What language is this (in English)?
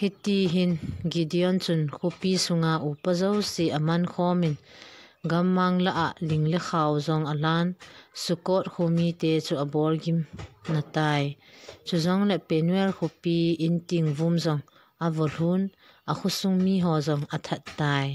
Thado Chin